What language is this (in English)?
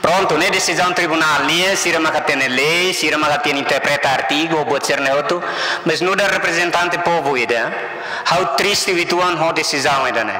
Tetum